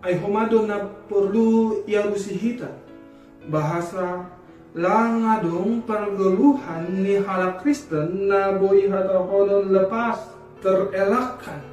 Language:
Batak Simalungun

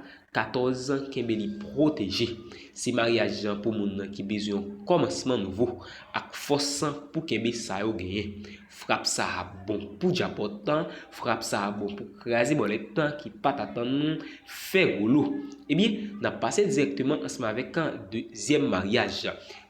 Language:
Haitian Creole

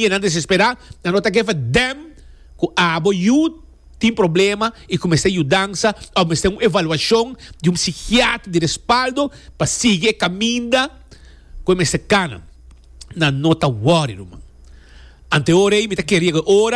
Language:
Papiamento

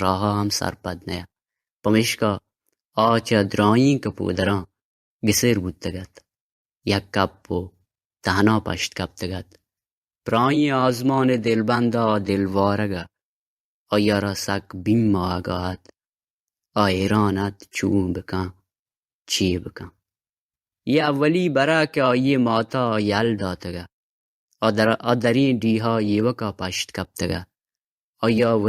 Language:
Baluchi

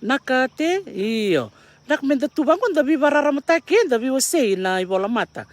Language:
Fijian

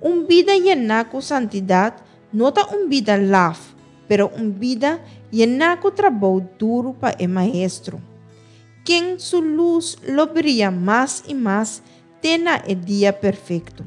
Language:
Papiamento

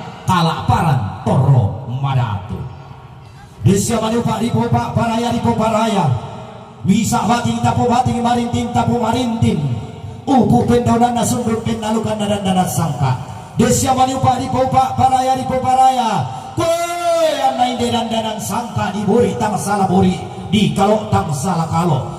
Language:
Toraja-Sa'dan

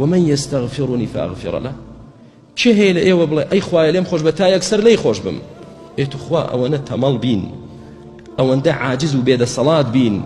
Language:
Central Kurdish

